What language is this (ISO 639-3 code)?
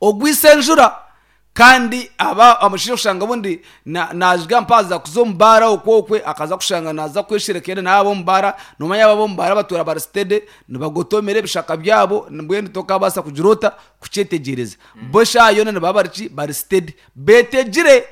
nyn